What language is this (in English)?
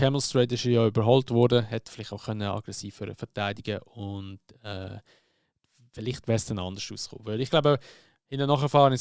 Swiss German